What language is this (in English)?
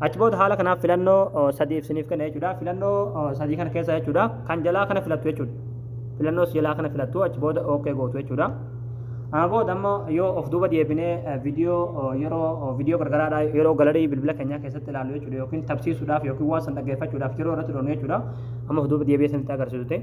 Oromo